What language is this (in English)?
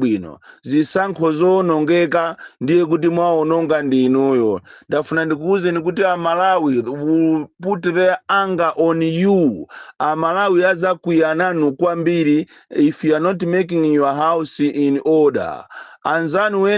Nyanja